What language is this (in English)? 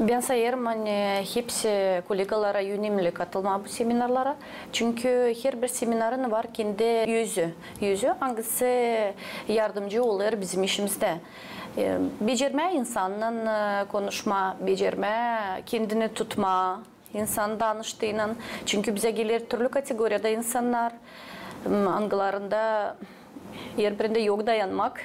Gagauz